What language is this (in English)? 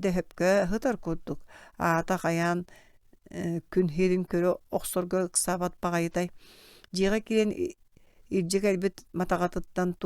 Yakut